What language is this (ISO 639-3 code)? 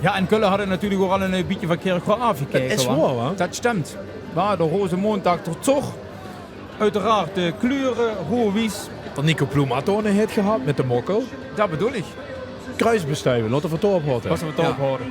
lim